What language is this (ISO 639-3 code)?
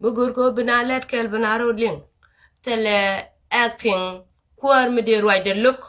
nus